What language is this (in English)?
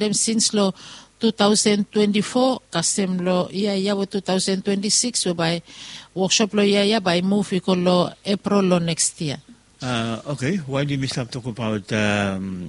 Bislama